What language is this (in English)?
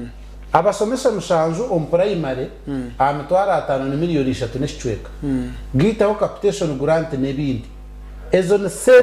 Nyankole